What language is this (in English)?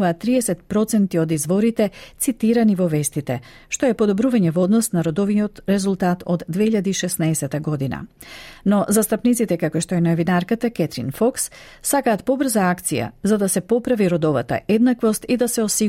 Macedonian